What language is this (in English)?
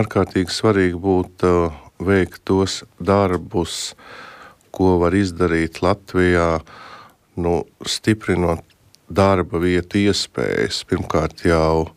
Latvian